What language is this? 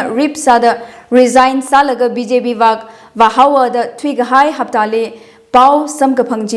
Tangkhul Naga (India)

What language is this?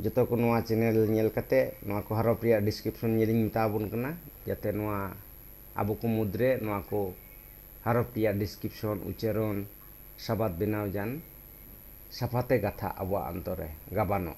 Santali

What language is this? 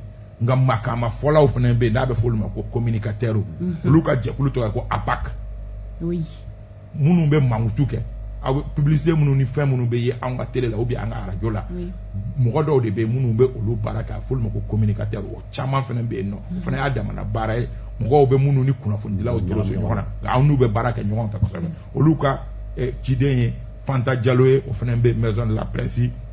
Bambara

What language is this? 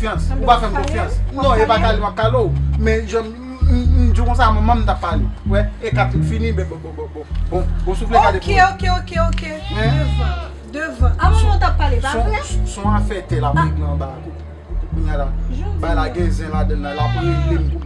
Haitian Creole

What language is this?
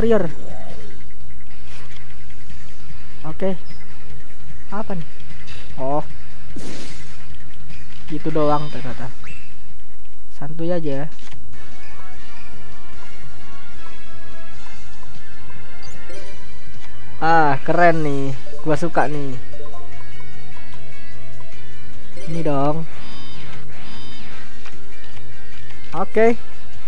Indonesian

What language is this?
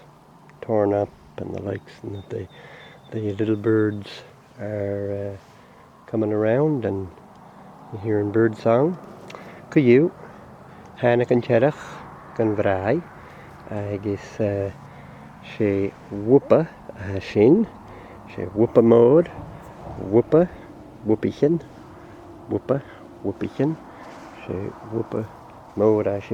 Scottish Gaelic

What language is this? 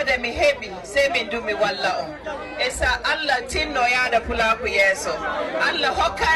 Fula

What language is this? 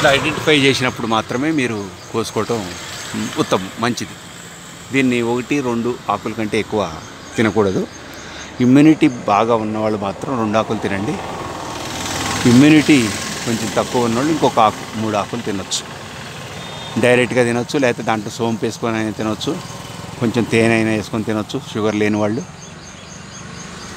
Telugu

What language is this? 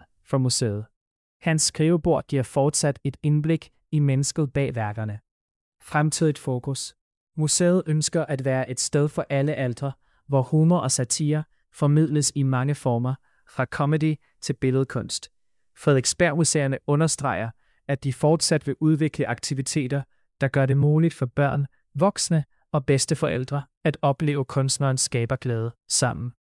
Danish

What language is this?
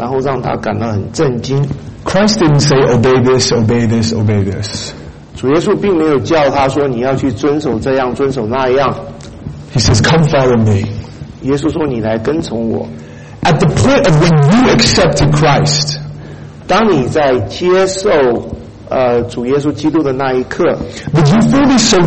Chinese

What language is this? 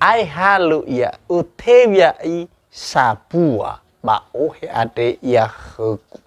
Nias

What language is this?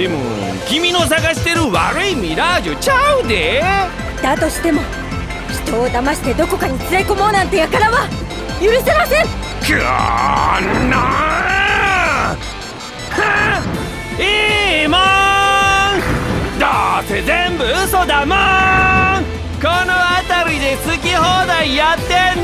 Japanese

